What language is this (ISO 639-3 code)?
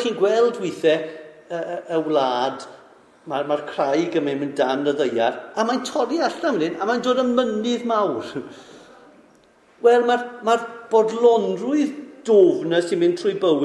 cym